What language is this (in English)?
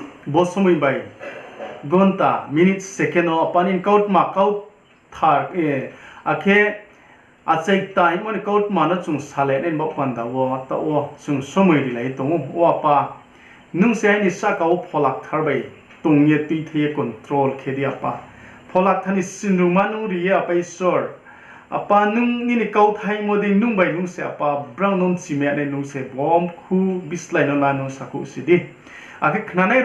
Riang (India)